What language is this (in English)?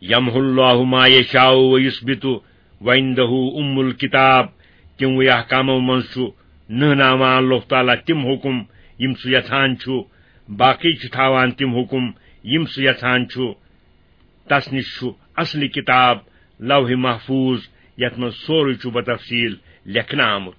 Kashmiri